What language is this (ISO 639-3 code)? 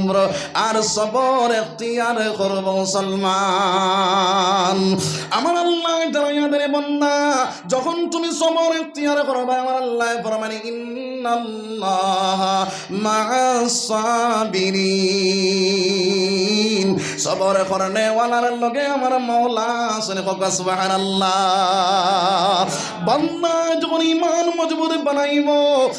syl